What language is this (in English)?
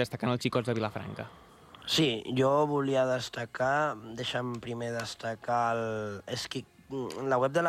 Catalan